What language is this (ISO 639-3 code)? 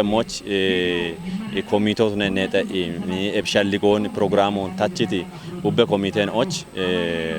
kbr